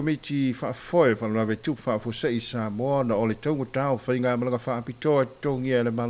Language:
Samoan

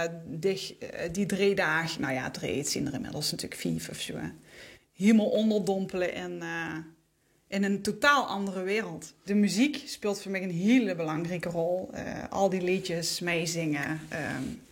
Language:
Limburgish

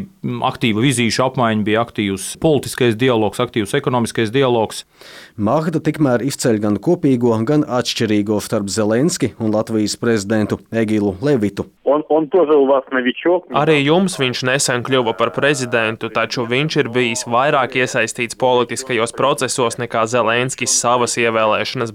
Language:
Latvian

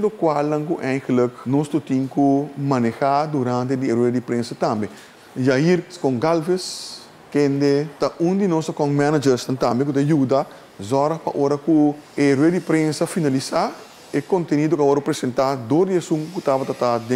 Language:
Papiamento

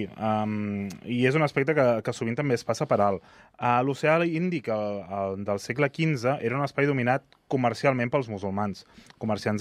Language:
Catalan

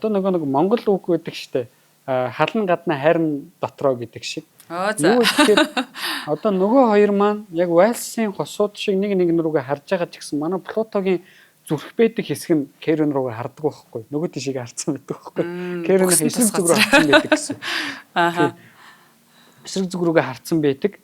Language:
Mongolian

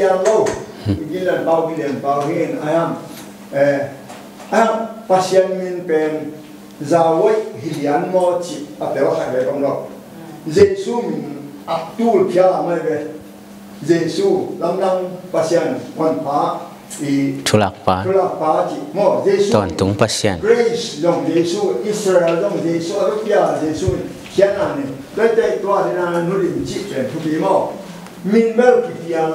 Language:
Tedim Chin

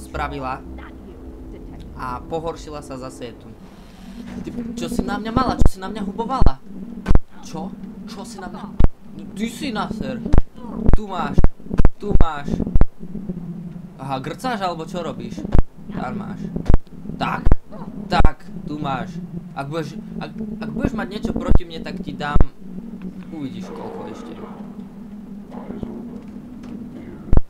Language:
Slovak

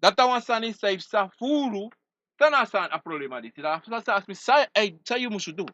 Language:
Sranan Tongo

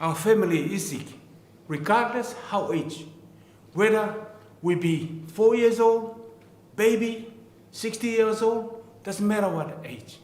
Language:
Tongan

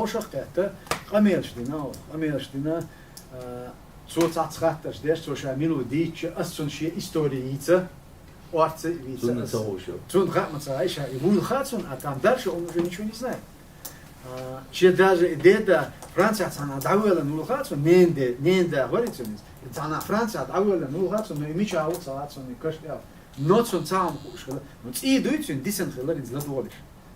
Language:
Chechen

